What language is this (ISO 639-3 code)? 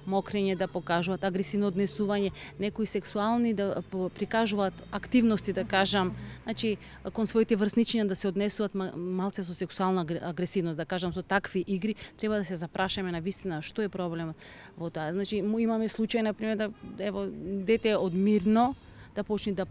mkd